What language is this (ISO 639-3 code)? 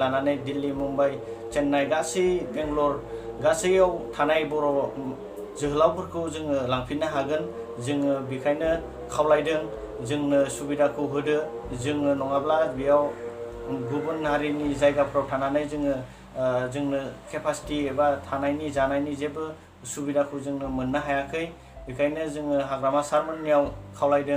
brx